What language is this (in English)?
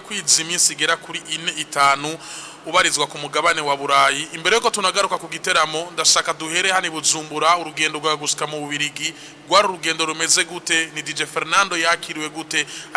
Rundi